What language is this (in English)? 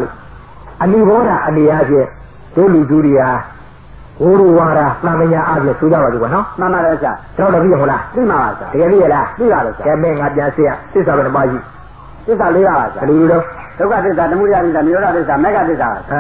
Burmese